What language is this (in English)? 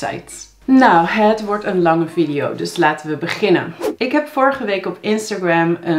Dutch